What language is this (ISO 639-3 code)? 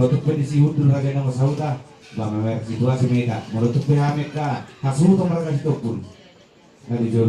bbc